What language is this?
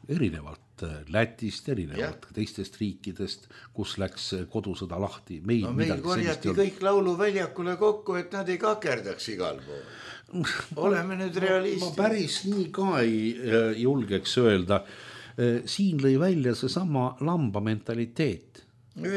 Estonian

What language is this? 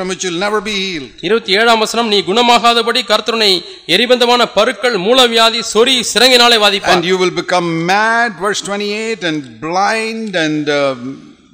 Tamil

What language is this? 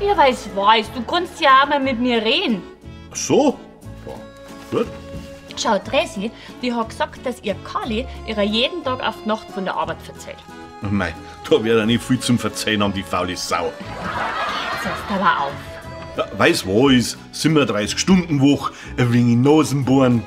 Bavarian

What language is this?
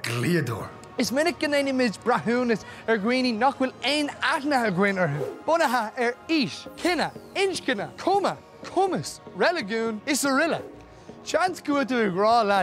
Irish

